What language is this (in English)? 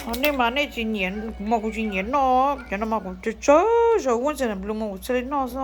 Hmong